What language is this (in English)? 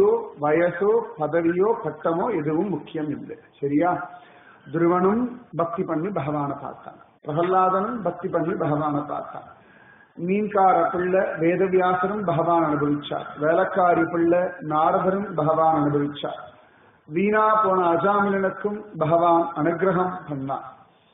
Tamil